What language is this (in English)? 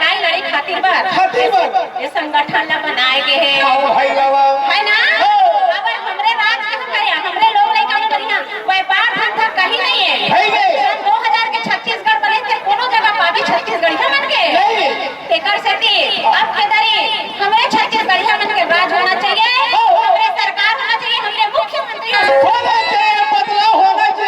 Chhattisgarhi